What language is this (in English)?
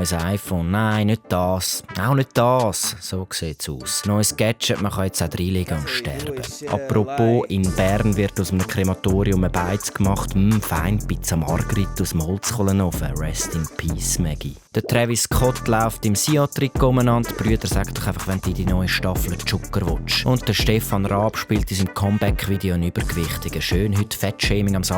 Swiss German